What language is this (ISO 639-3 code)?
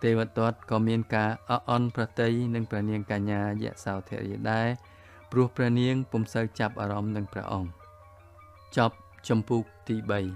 khm